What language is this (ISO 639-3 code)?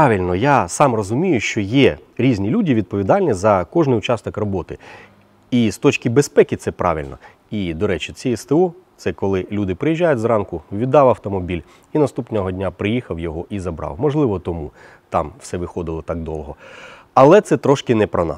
ukr